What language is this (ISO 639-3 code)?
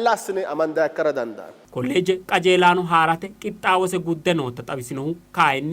sid